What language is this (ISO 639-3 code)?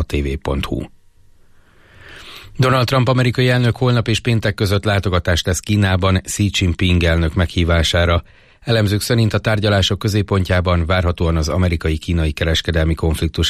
hun